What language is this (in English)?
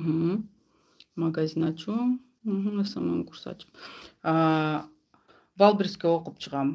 Kyrgyz